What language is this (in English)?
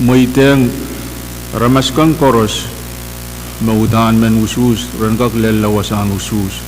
Pohnpeian